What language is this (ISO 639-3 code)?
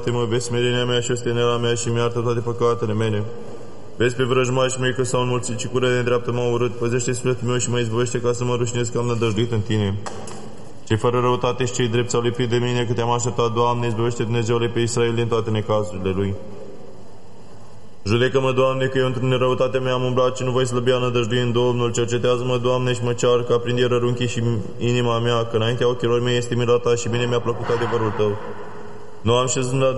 ron